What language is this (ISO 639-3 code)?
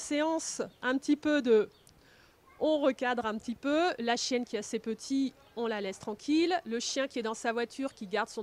fra